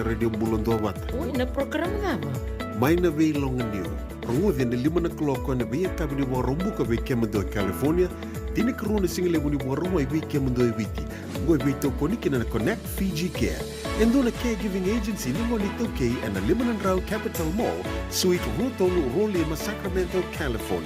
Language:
Fijian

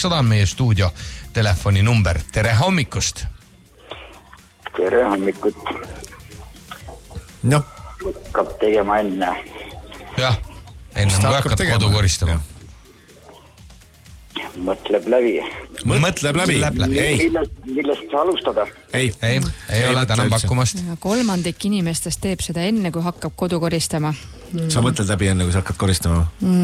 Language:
Estonian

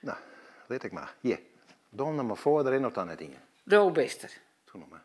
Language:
Western Frisian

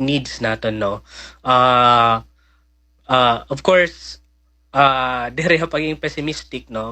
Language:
Waray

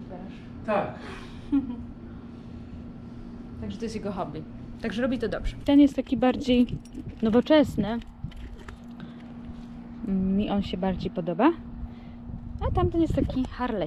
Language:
Polish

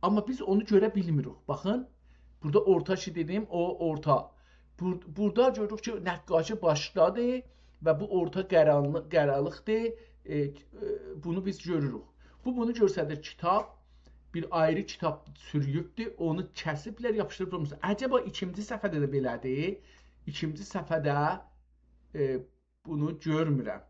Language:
South Azerbaijani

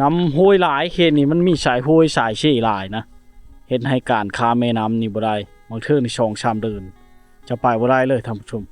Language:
Lao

